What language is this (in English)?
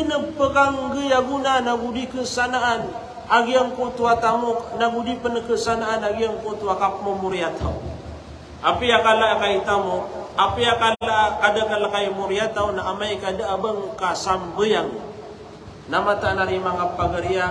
Maranao